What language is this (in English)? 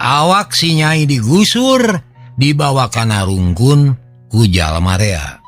Sundanese